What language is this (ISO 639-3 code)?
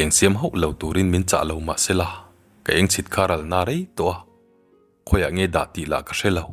lus